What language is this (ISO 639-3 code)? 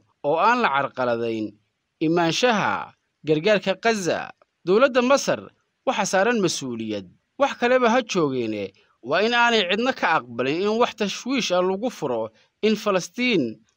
som